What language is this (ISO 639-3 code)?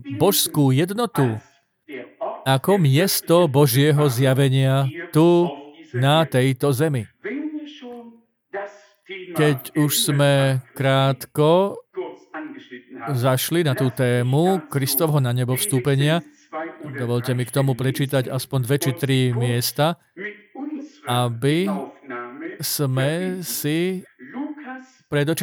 slk